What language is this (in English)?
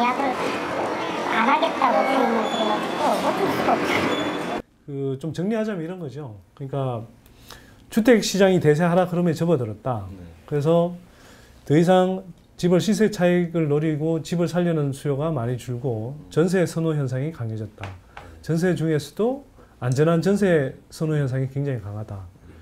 Korean